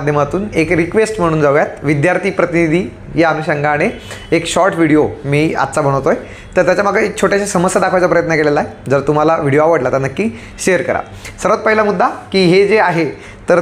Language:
Marathi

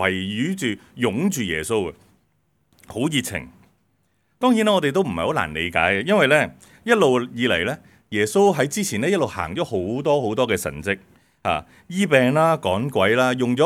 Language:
Cantonese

